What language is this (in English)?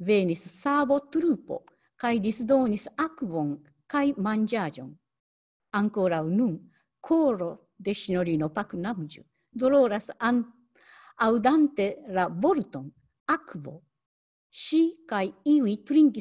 Esperanto